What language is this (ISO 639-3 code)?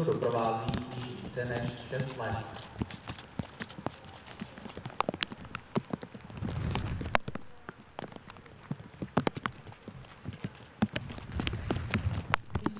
ces